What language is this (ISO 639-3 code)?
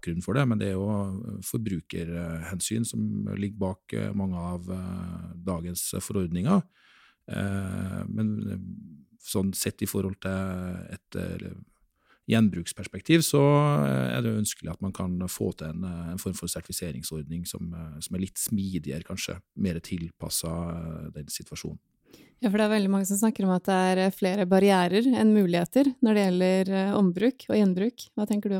nor